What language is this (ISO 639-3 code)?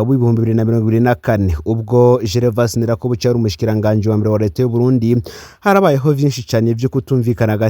run